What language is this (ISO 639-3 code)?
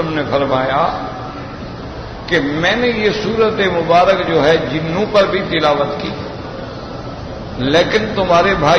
urd